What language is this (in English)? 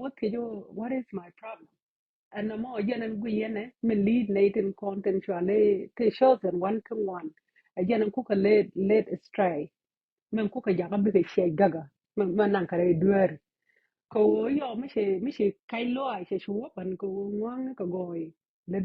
Nuer